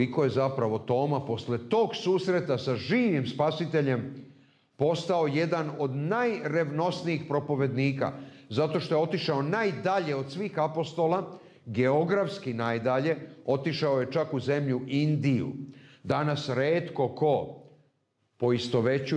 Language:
Serbian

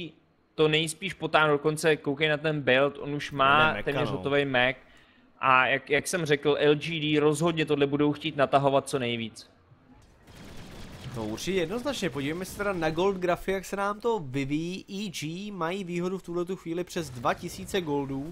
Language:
Czech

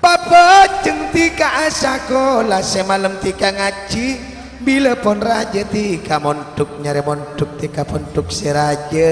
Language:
Madurese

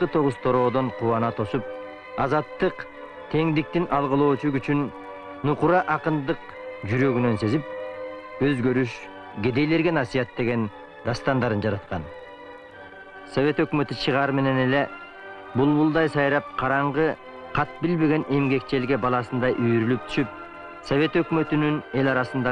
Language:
Kyrgyz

